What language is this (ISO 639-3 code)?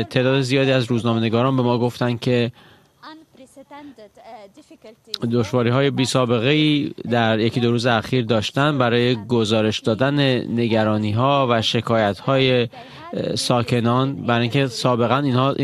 fas